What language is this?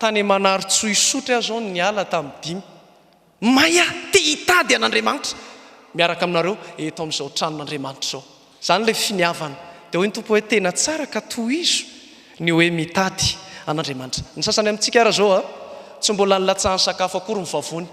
Malagasy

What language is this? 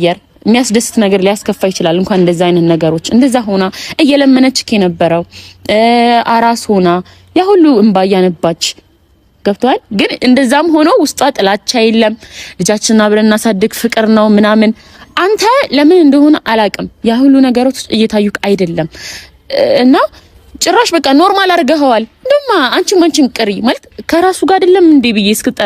Amharic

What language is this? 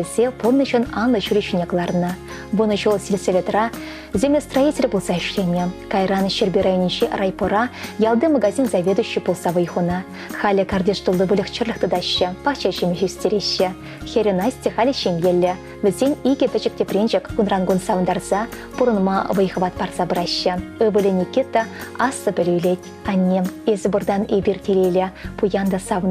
Chuvash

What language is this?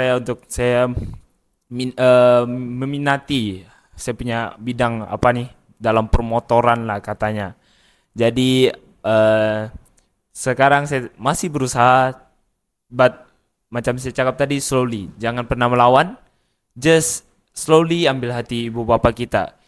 Malay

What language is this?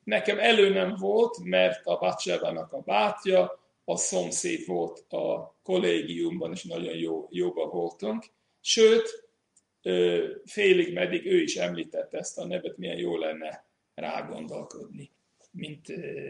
Hungarian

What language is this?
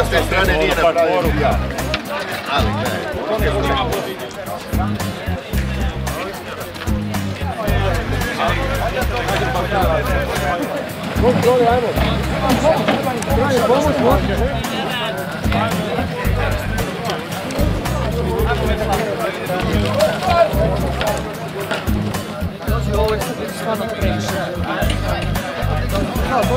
Croatian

